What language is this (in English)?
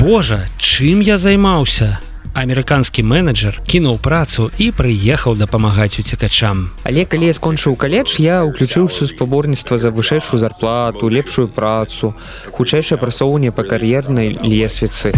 Belarusian